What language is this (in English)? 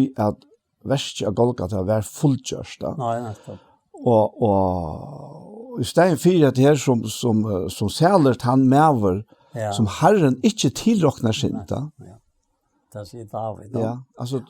Faroese